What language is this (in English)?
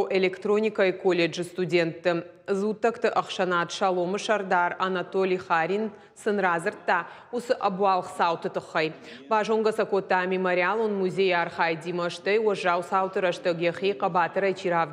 Ossetic